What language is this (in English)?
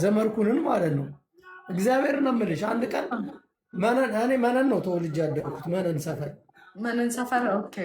Amharic